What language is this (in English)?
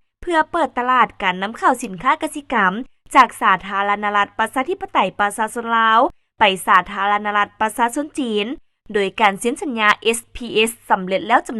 Lao